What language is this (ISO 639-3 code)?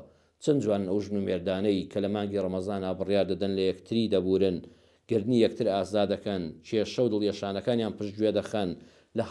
ckb